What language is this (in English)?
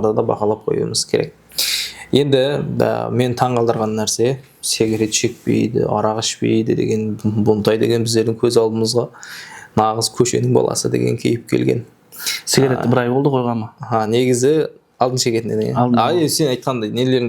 Kara-Kalpak